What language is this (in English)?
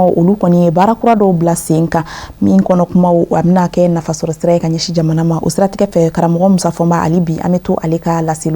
Bambara